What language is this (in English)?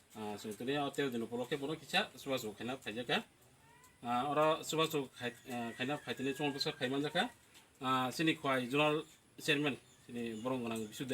Kok Borok